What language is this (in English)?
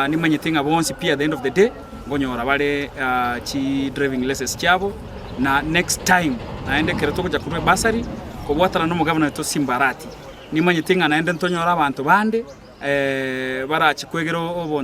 Gusii